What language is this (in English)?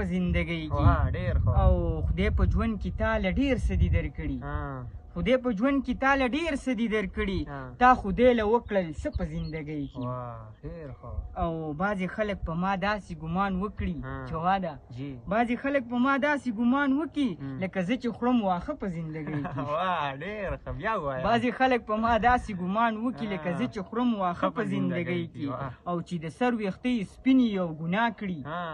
Pashto